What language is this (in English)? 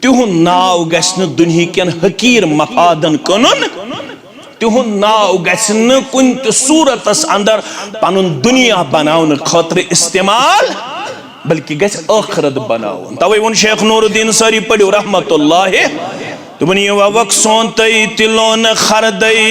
Kashmiri